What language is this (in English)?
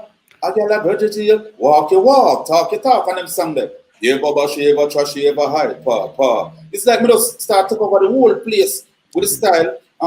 Jamaican Creole English